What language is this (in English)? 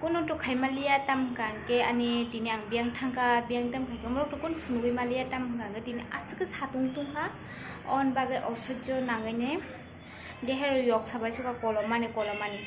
Kok Borok